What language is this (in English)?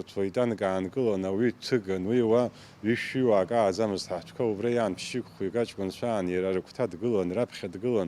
Abkhazian